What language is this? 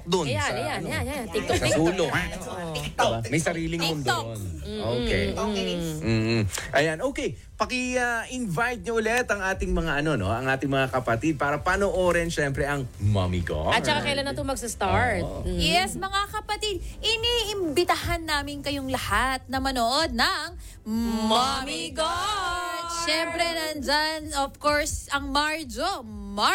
Filipino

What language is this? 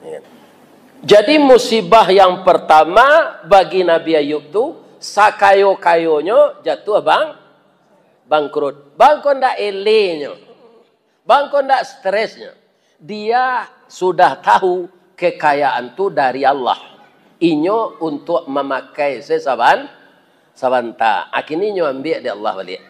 Minangkabau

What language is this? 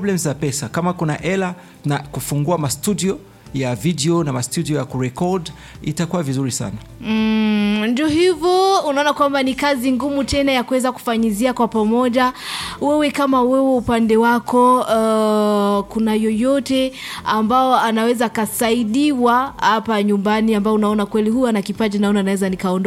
Swahili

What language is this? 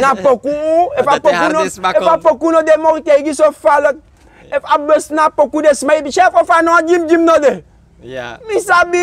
Sranan Tongo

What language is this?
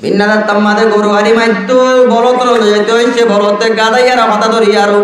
Rohingya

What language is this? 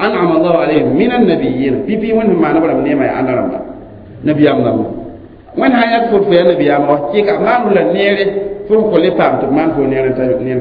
Mossi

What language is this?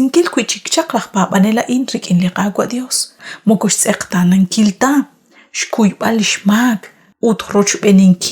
Kekchí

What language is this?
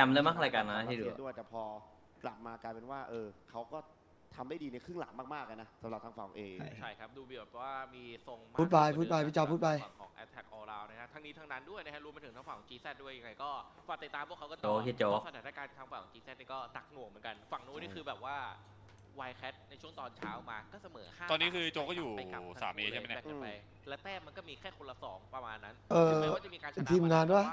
Thai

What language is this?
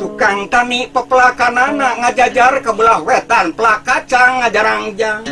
Sundanese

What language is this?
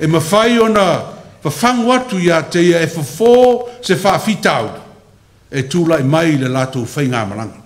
Samoan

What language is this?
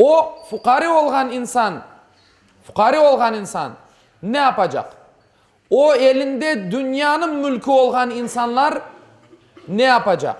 Crimean Tatar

